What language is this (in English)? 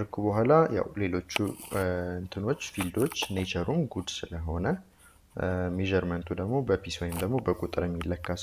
Amharic